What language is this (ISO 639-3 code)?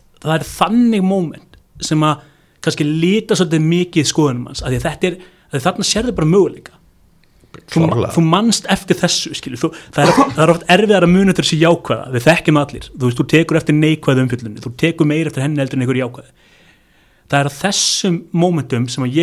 isl